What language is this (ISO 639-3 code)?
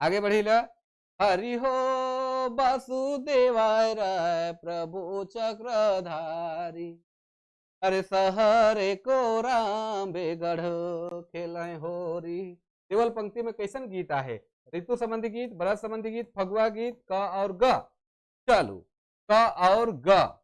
sck